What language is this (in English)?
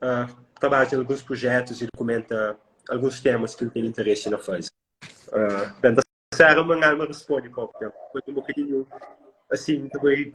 Kabuverdianu